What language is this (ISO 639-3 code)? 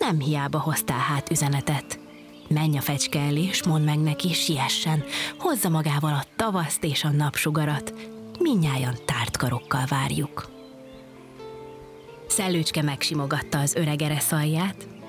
hun